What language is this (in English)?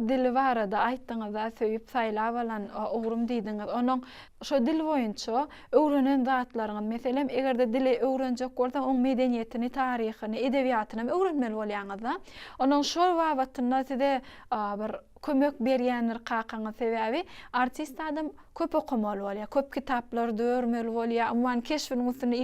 Turkmen